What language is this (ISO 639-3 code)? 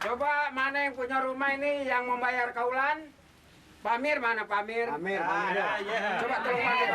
bew